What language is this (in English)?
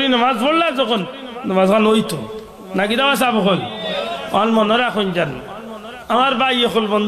Sylheti